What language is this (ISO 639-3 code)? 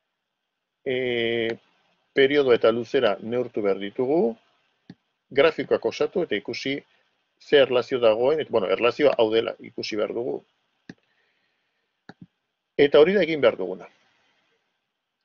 eus